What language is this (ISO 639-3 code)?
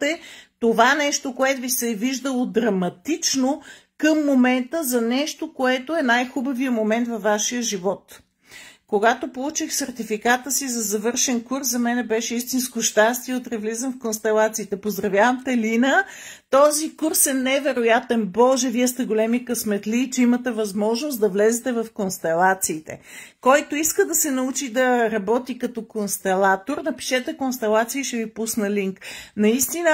bul